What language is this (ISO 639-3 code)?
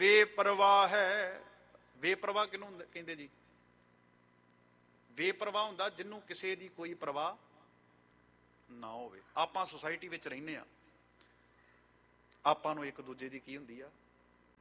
pan